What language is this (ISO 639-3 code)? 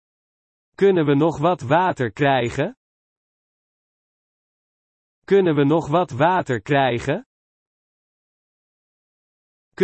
nld